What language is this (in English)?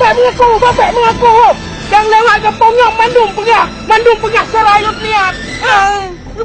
Achinese